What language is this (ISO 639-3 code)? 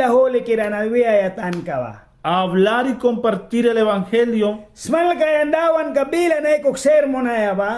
miq